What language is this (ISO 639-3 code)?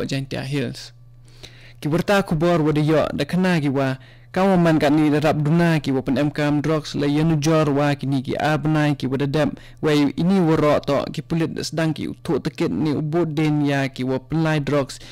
kha